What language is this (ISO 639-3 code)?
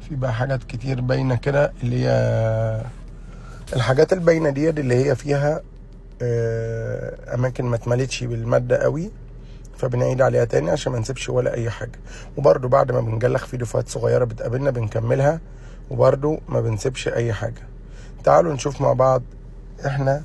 arz